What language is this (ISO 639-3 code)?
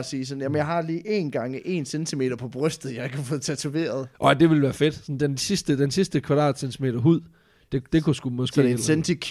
dan